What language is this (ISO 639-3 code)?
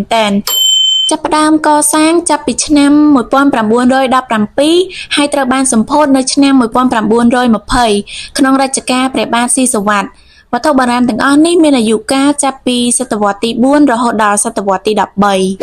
khm